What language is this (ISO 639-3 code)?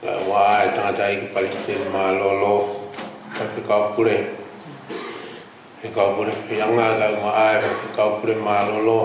ton